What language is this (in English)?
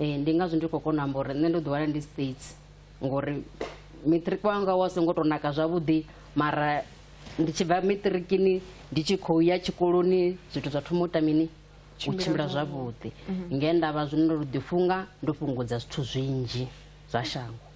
Venda